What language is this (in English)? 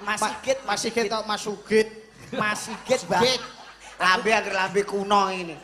Javanese